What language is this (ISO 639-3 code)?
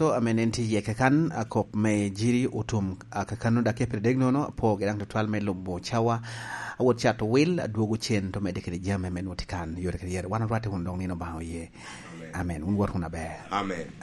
laj